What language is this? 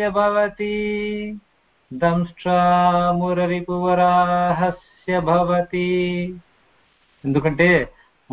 Telugu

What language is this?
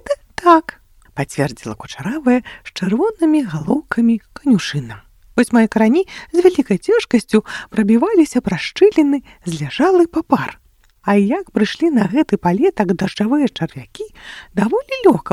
Belarusian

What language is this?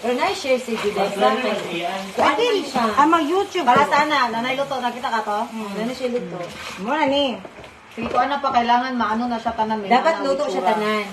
Cebuano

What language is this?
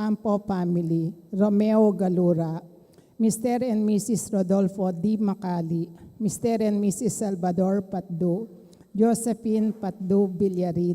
Pampanga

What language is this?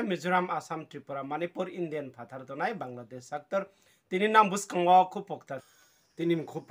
Riang (India)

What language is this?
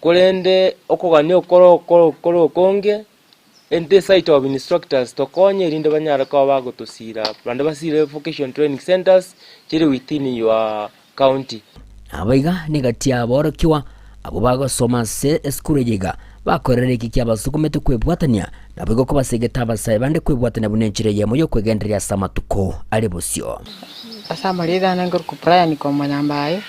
Gusii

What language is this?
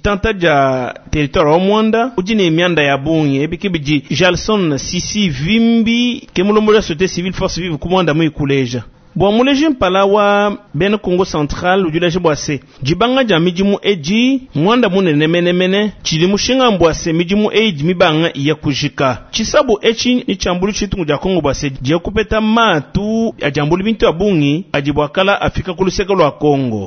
Luba-Lulua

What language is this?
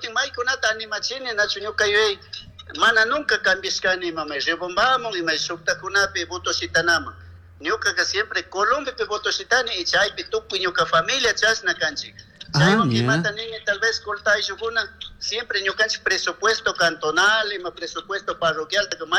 Chimborazo Highland Quichua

